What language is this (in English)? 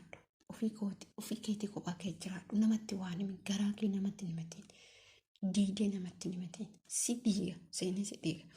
Oromo